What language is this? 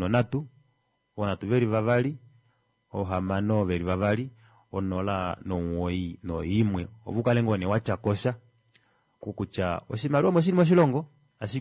Kuanyama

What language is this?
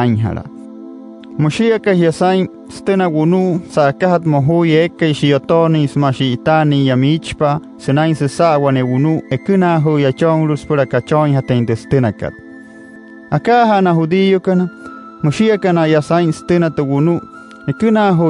Wayuu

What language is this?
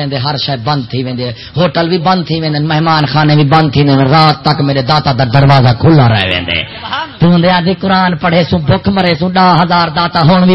Saraiki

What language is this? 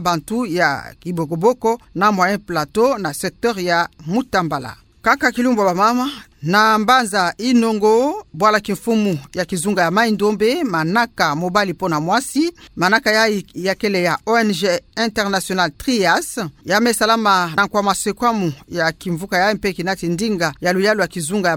Kituba (Democratic Republic of Congo)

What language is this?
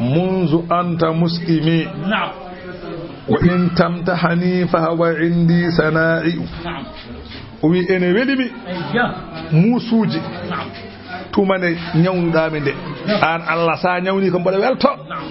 Fula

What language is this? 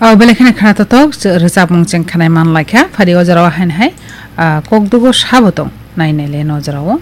Kok Borok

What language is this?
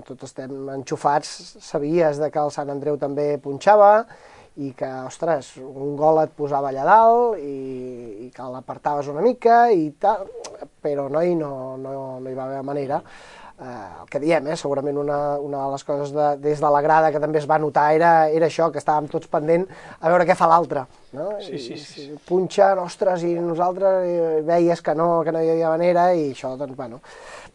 Catalan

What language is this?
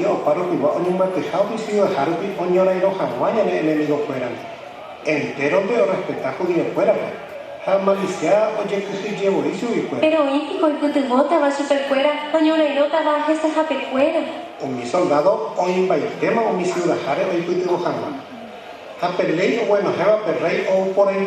Guarani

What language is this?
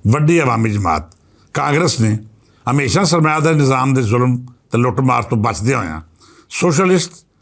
Western Panjabi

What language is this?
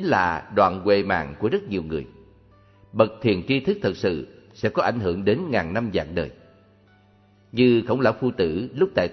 Vietnamese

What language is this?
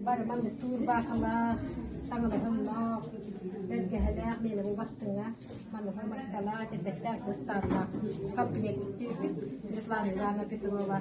Yakut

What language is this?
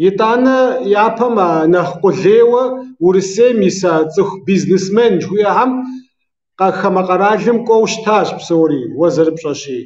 Kabardian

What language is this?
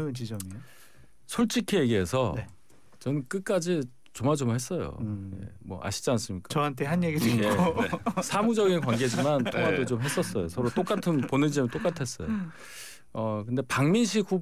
Korean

